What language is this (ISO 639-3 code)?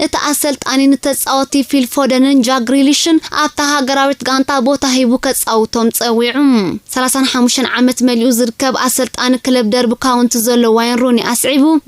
tir